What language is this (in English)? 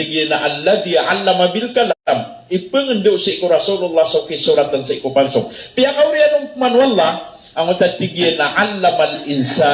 Maranao